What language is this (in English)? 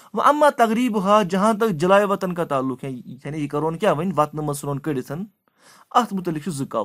Kashmiri